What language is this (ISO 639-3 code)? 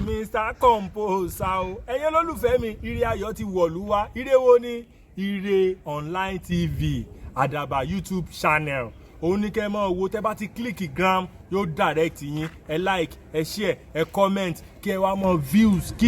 yor